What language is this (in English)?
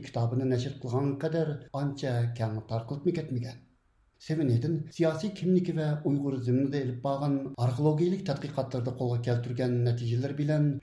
Uyghur